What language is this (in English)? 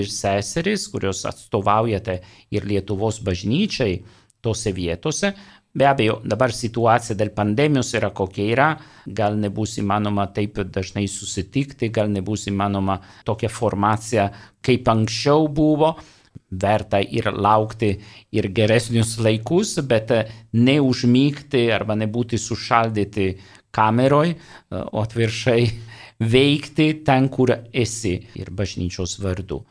Lithuanian